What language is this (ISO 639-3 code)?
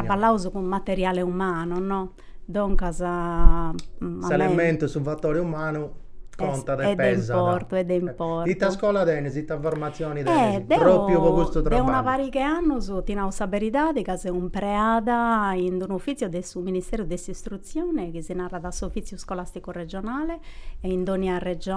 srd